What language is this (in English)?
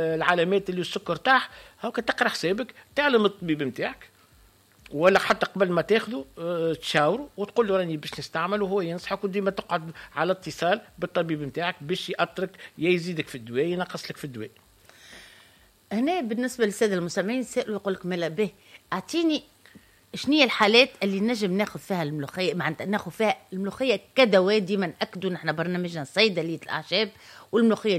Tunisian Arabic